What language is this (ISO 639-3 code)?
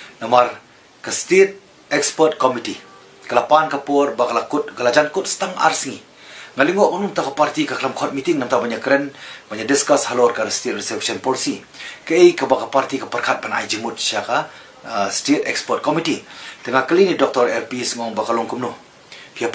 kha